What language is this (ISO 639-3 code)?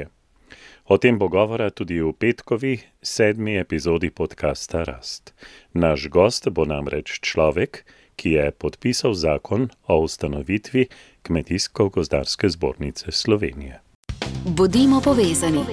slv